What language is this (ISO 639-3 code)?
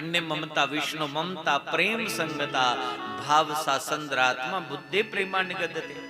doi